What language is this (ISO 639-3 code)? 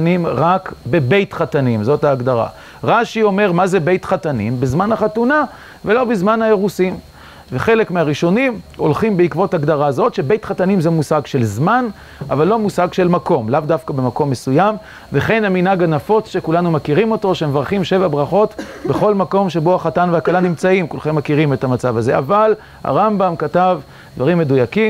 heb